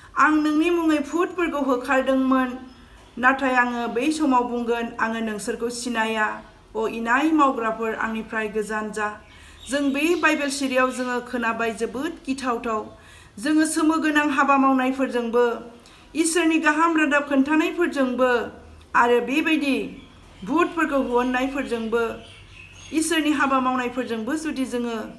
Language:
Bodo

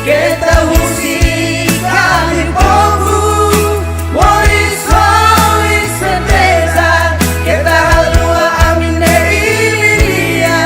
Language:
Tetum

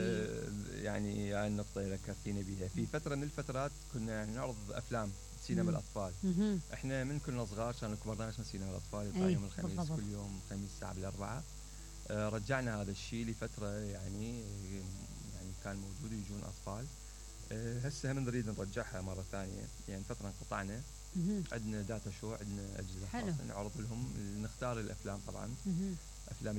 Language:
Mesopotamian Arabic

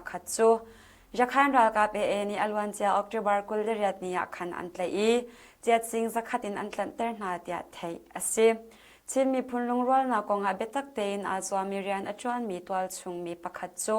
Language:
Hakha Chin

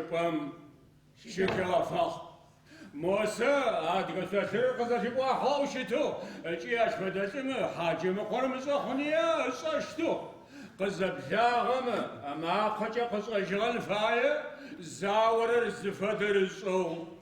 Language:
Adyghe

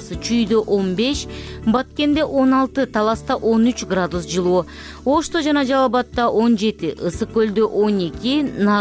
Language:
Kyrgyz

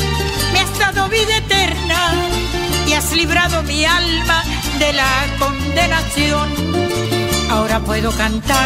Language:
Spanish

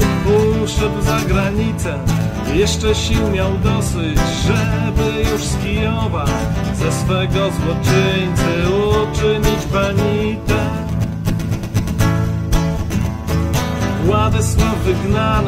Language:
Polish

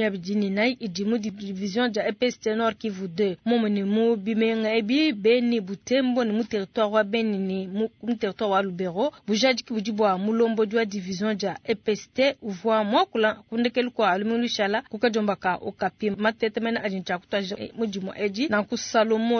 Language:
Luba-Lulua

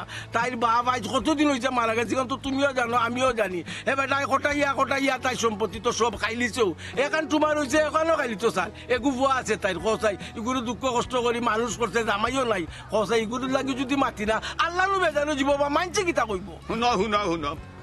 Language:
Sylheti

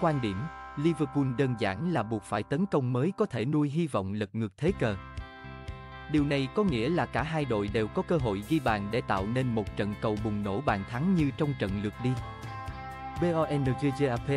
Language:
Vietnamese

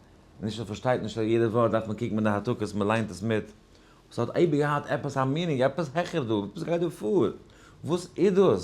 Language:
Yiddish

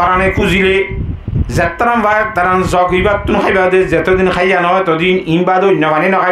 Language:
Rohingya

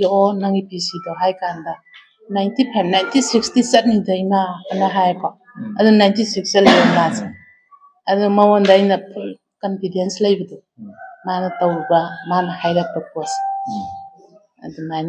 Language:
Manipuri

